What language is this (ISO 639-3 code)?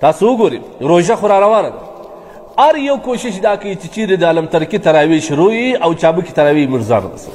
pus